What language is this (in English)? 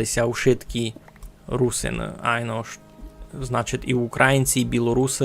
Rusyn